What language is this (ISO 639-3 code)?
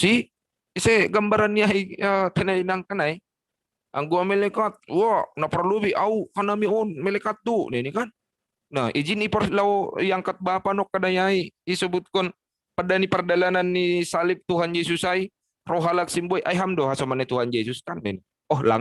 bts